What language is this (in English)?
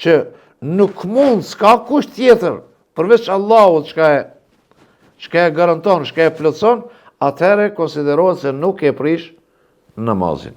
Albanian